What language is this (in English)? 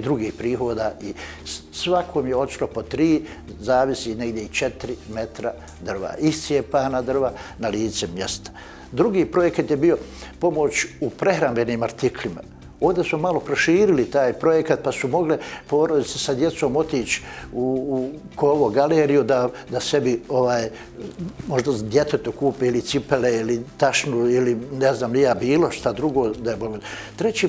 Bosnian